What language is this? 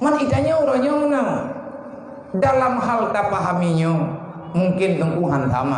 Achinese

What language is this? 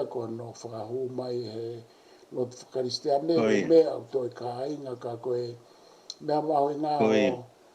Tongan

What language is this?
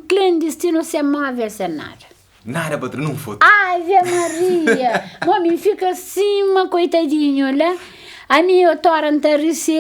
Kabuverdianu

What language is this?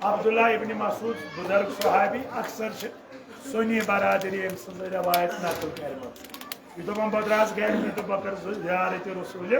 Kashmiri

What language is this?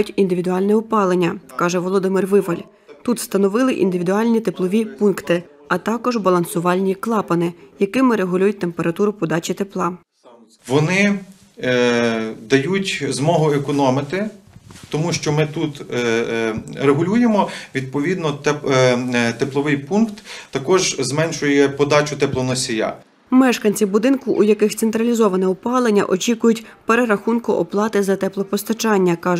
Ukrainian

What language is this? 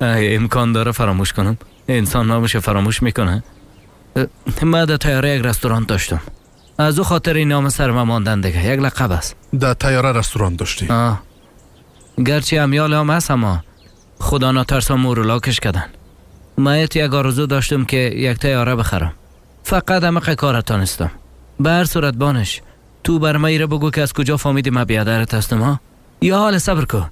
Tajik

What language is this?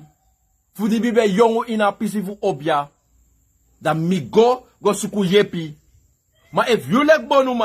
Sranan Tongo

